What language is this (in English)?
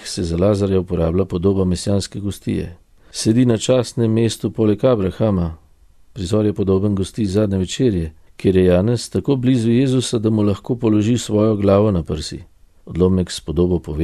Slovenian